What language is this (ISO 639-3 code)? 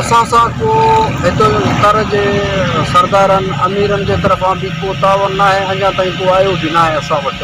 snd